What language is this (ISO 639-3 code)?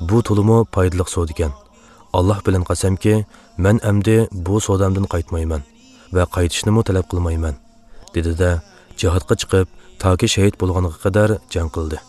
uig